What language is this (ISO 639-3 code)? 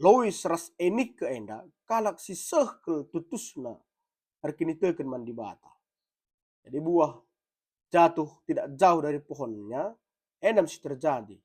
btx